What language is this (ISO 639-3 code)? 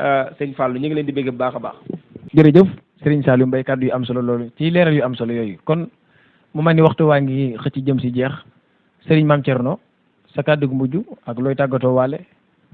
wol